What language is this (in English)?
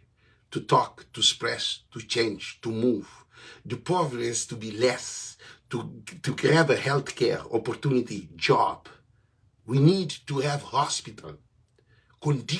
Kabuverdianu